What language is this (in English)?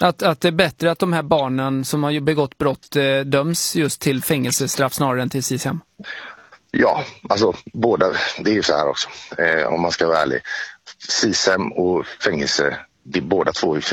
Swedish